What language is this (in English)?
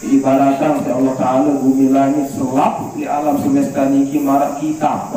Sasak